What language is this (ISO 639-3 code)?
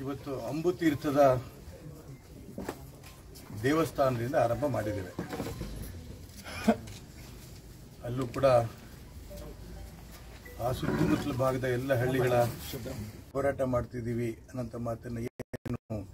kan